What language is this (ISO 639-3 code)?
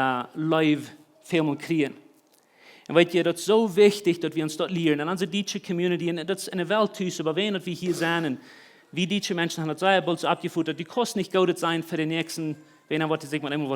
pdt